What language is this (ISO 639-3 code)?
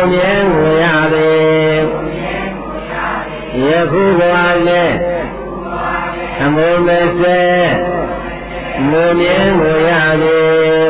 mya